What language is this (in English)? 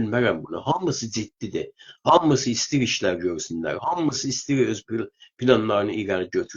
South Azerbaijani